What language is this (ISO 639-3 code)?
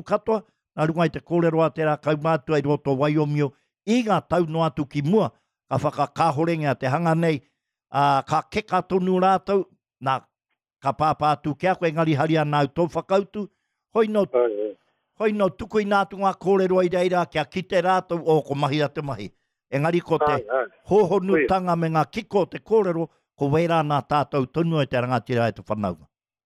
mri